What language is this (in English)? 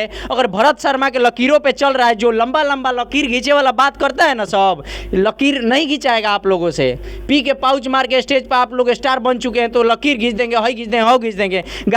Bhojpuri